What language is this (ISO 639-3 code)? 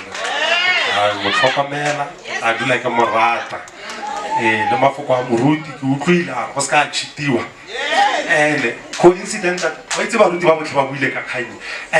nso